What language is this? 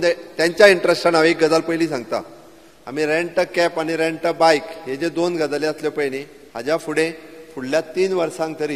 Konkani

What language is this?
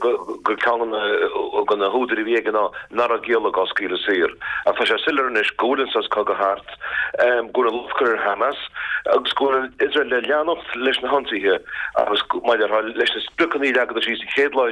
Irish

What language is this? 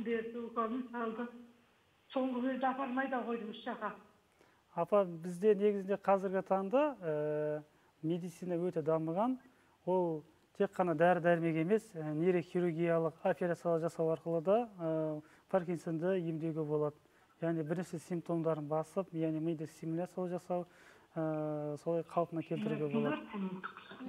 Kazakh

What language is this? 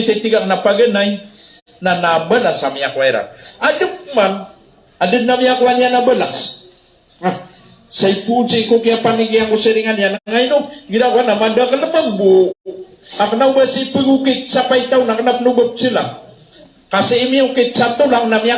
Maranao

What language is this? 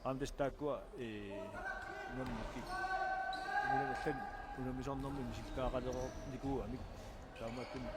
Kalaallisut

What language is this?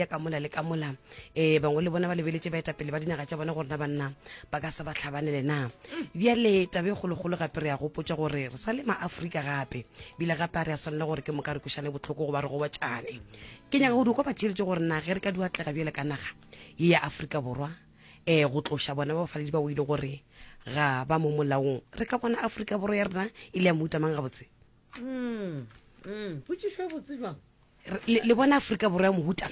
Northern Sotho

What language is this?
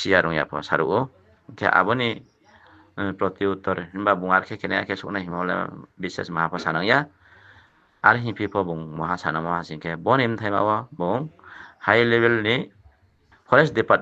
Riang (India)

